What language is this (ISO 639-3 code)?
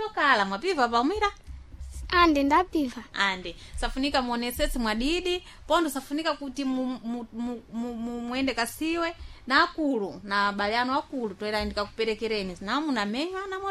seh